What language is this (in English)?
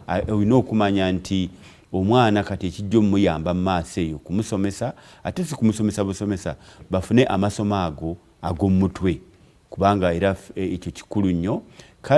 Ganda